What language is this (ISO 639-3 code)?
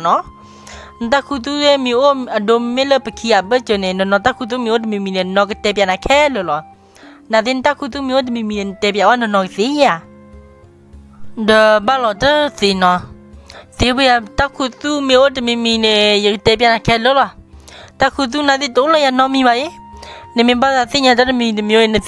ksw